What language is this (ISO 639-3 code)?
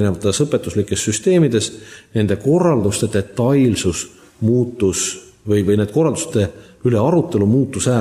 est